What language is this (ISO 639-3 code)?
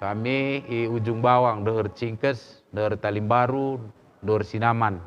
btx